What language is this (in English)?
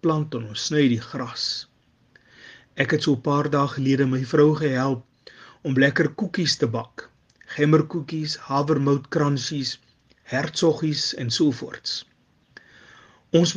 Afrikaans